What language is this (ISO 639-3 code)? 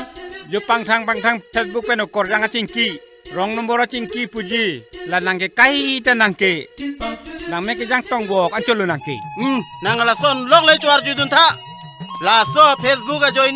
mjw